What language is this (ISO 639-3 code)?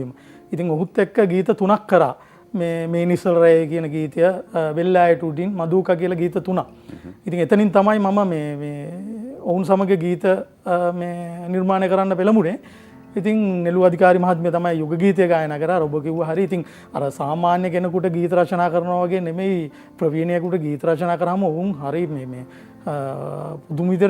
sin